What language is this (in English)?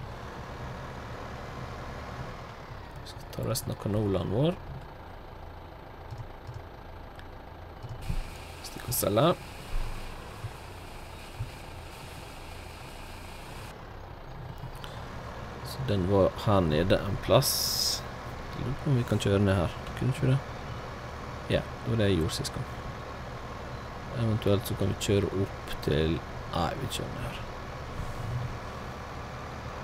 Norwegian